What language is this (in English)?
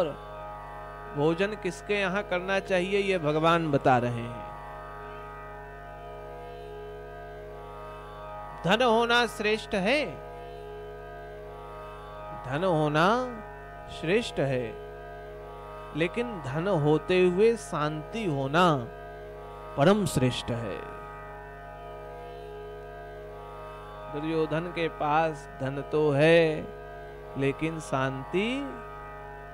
Hindi